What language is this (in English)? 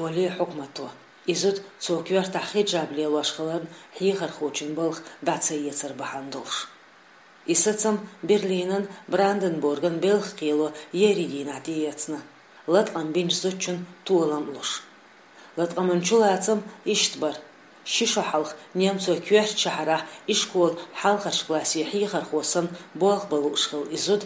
Chechen